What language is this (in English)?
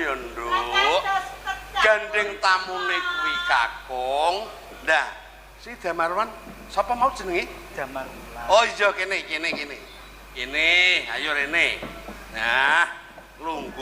Javanese